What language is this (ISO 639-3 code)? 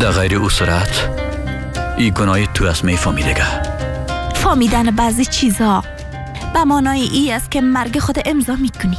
fas